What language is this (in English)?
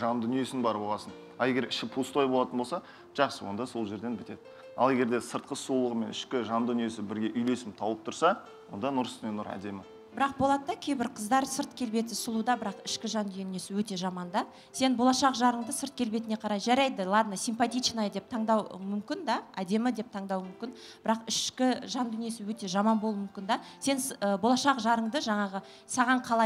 Kazakh